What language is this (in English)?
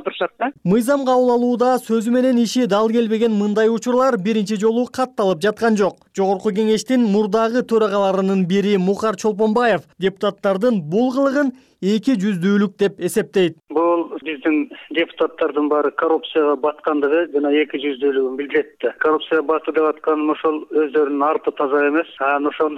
Kyrgyz